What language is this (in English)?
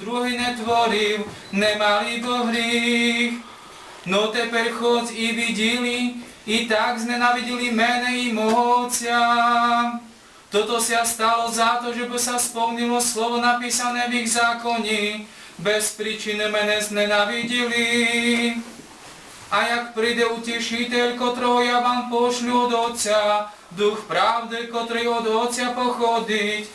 Rusyn